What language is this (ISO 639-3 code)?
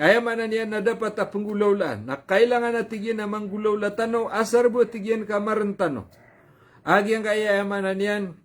mrw